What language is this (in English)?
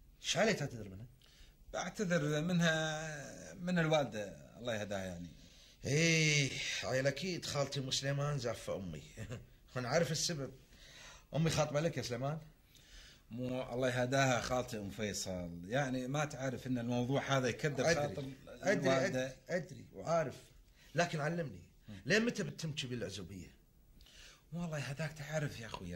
Gulf Arabic